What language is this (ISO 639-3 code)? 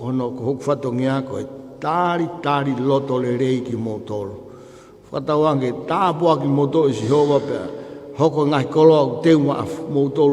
ton